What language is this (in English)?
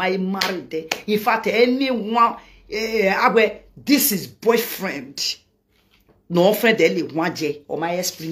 Nigerian Pidgin